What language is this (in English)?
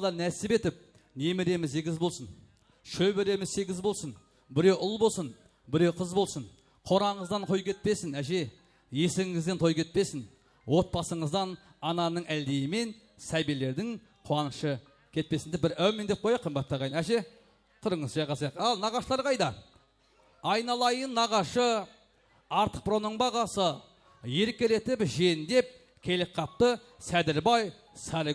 Kara-Kalpak